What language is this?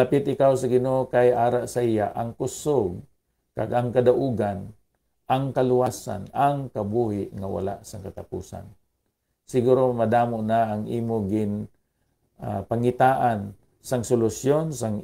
Hiligaynon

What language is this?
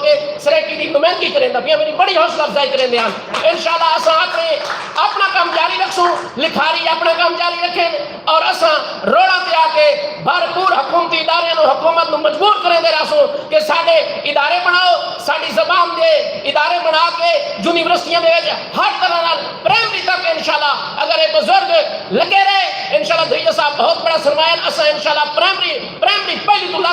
Saraiki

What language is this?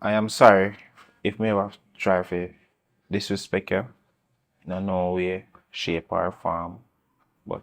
Jamaican Creole English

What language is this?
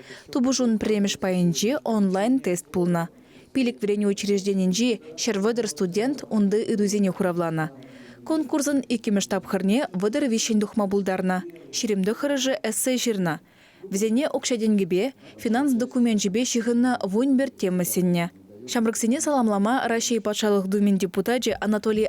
Chuvash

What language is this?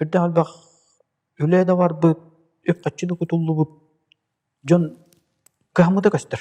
Yakut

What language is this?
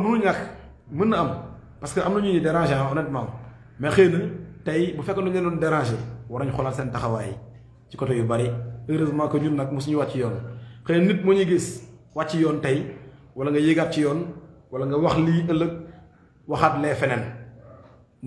Wolof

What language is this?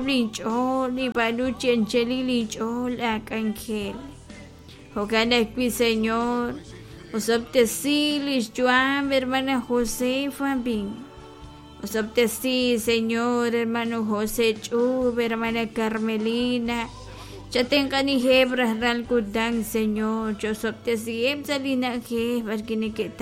Kekchí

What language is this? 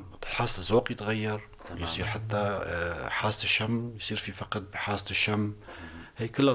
North Levantine Arabic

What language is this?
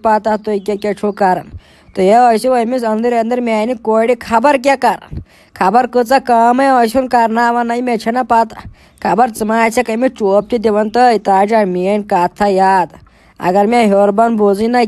Kashmiri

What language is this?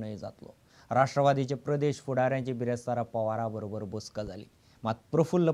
Konkani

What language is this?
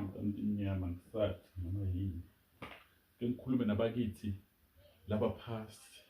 Zulu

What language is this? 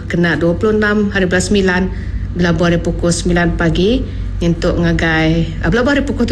Iban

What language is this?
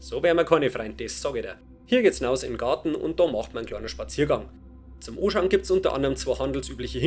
Bavarian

